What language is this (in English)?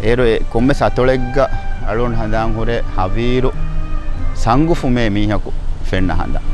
Divehi